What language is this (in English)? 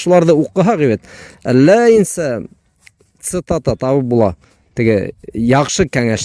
Bashkir